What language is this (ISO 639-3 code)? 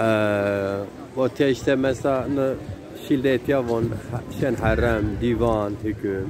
zza